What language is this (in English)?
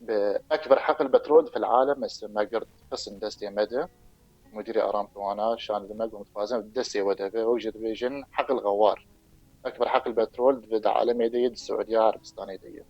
Kurdish